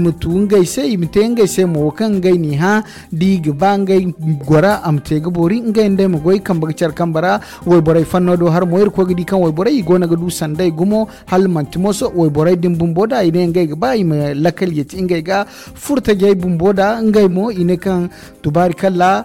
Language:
Zarma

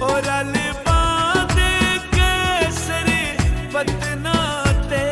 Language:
Pahari-Potwari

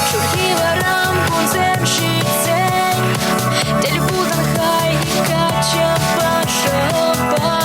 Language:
Chuvash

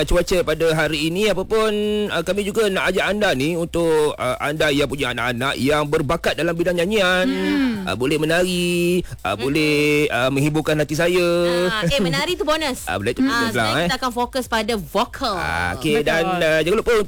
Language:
Malay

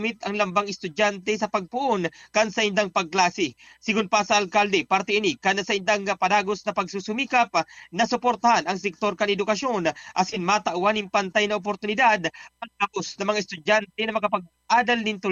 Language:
Bikol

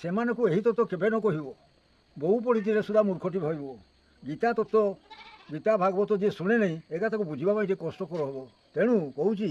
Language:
Odia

